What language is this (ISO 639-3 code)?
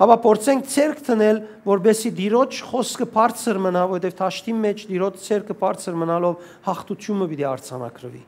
hyw